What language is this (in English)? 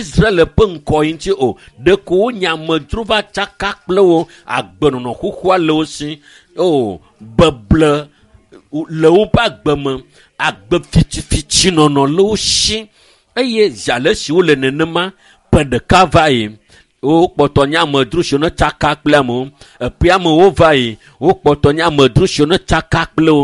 Ewe